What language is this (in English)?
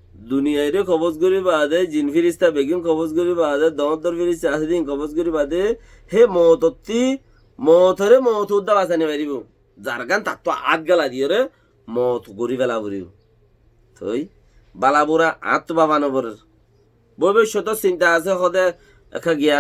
Rohingya